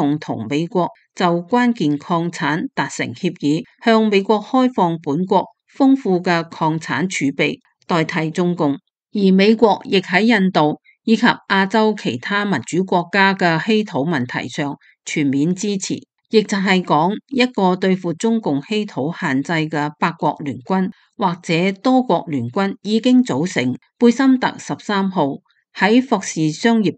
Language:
Cantonese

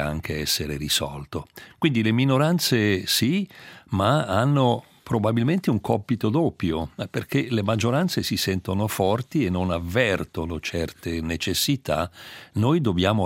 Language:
Italian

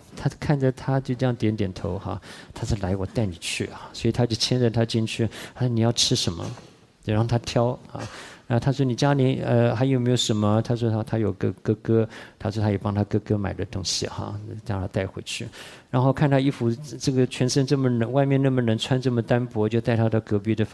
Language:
Chinese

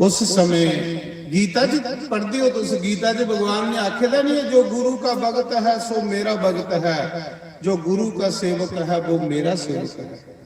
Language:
Dogri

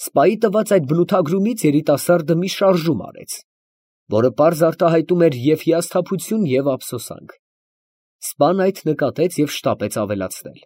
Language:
Armenian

